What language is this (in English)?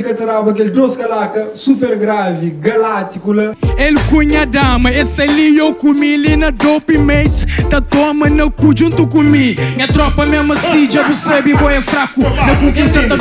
Kabuverdianu